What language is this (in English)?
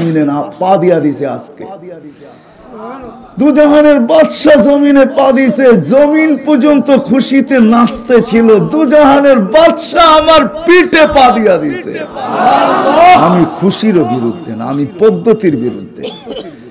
Bangla